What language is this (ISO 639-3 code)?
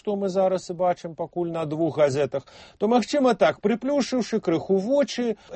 bel